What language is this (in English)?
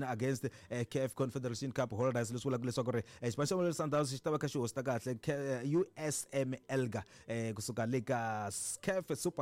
Tsonga